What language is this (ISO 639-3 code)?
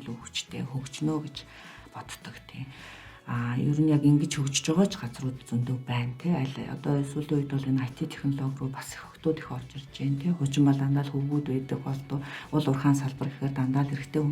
mon